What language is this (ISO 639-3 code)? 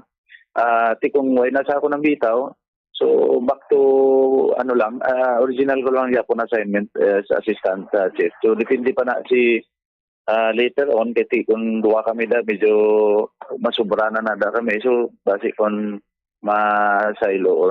hil